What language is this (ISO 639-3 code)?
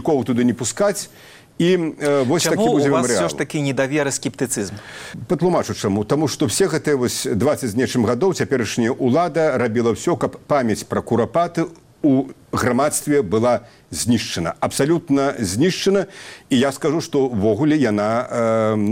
bel